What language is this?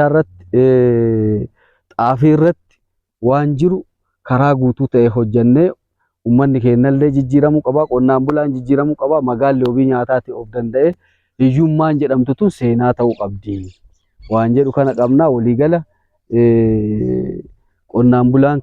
Oromo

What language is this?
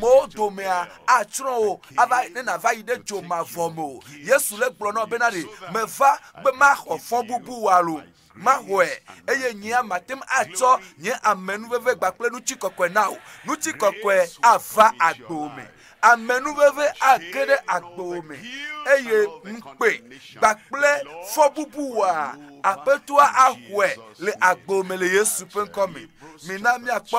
Ewe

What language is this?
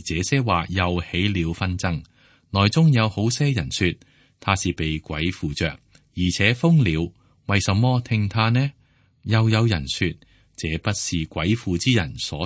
Cantonese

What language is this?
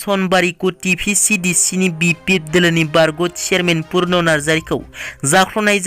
Bodo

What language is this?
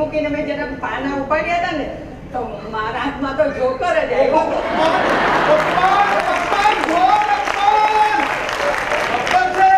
Gujarati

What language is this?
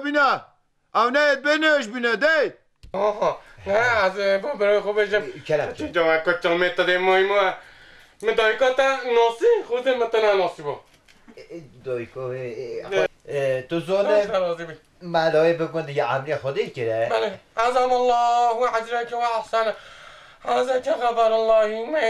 Kurdish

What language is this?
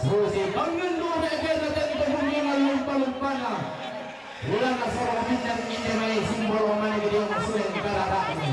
Toraja-Sa'dan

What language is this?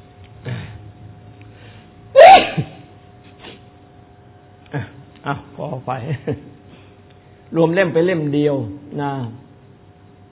Thai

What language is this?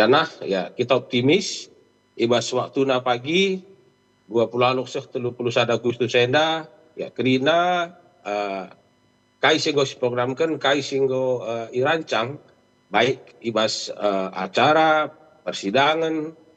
Batak Karo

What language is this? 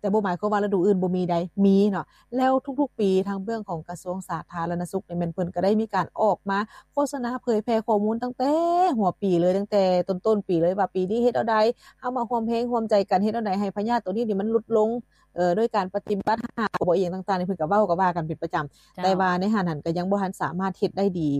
Lao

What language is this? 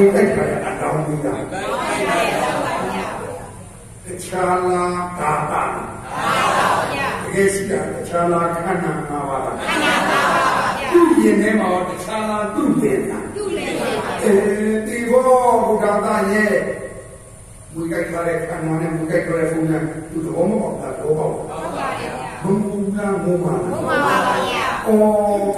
Burmese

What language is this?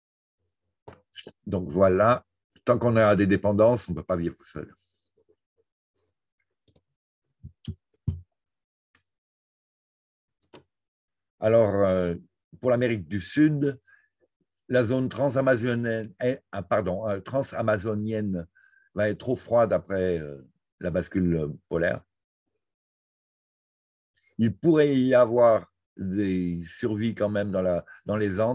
French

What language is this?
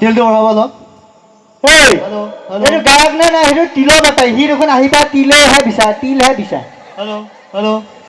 Assamese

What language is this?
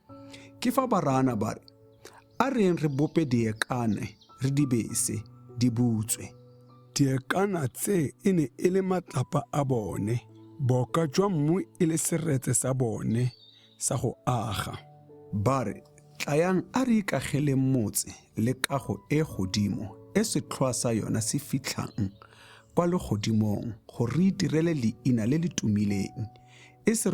Tswana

